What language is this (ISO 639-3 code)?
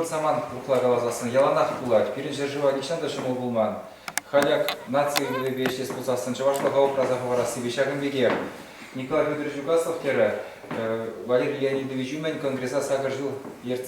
chv